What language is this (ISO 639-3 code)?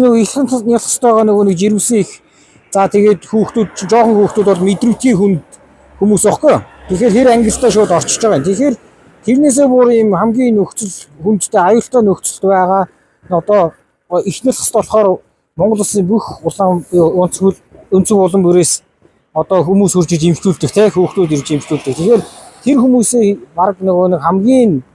mon